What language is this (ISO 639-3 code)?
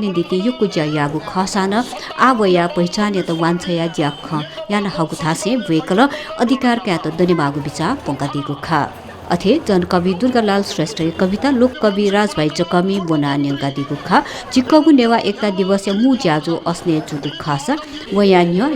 new